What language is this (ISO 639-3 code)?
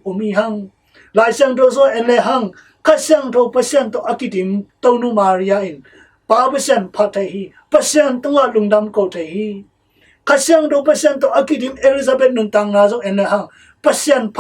ctd